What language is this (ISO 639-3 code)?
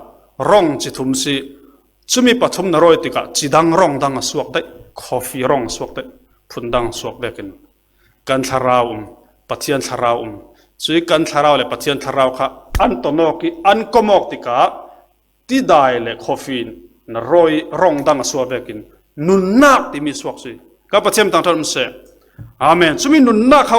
cfm